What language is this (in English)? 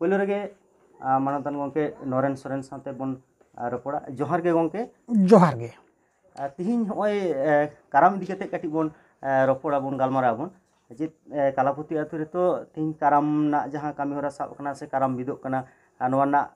Santali